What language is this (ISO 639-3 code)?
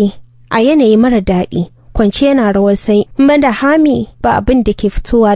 hau